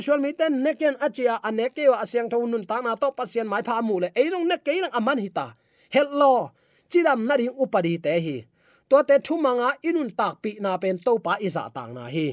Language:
Tedim Chin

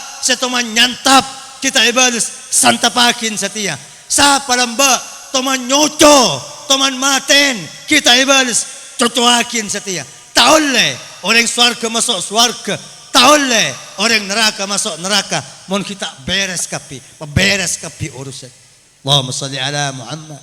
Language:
Madurese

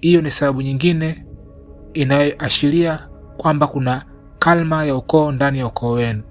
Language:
Swahili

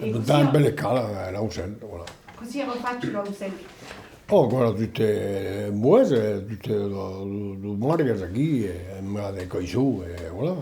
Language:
Occitan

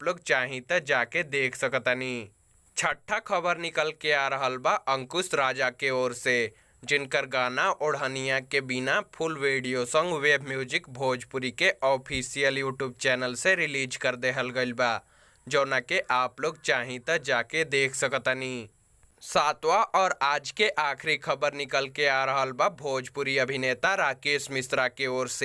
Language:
Bhojpuri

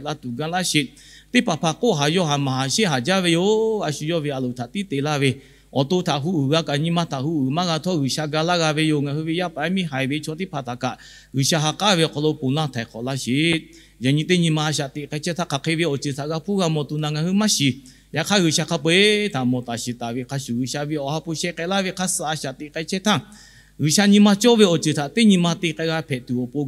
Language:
Lahu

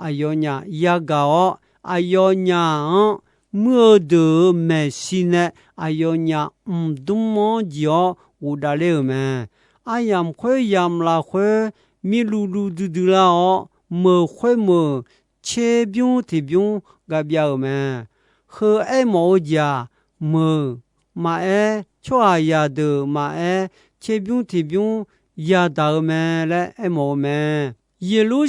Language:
Akha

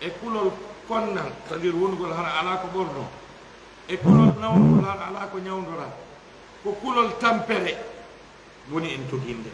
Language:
Fula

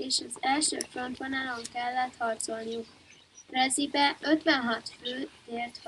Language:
Hungarian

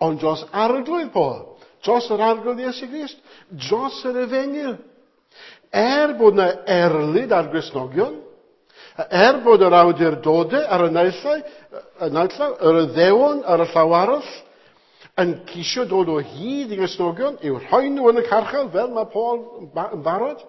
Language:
Welsh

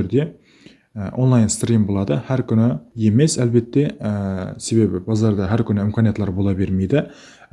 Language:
Kara-Kalpak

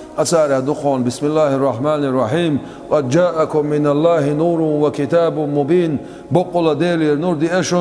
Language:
Chechen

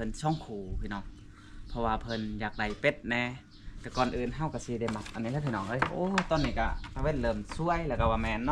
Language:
Lao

